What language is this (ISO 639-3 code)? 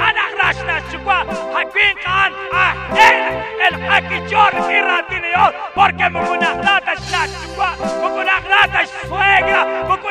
kek